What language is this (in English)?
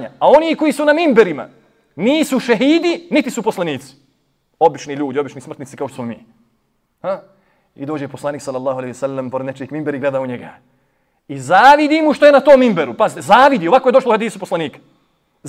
Bosnian